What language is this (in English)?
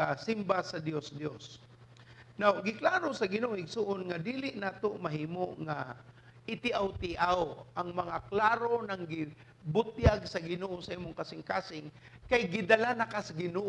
Cebuano